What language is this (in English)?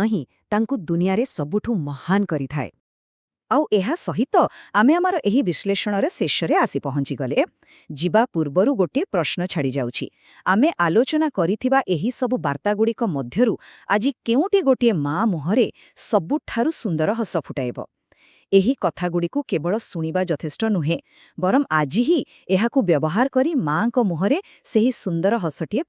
Odia